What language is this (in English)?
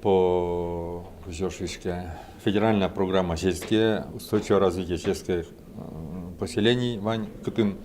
Udmurt